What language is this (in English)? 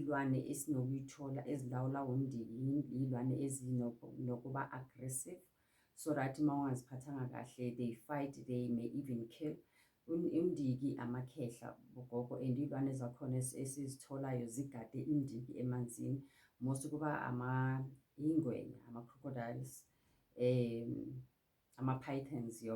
Zulu